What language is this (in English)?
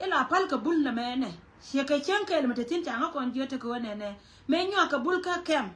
Nuer